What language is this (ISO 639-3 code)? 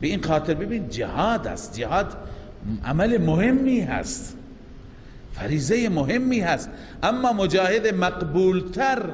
fas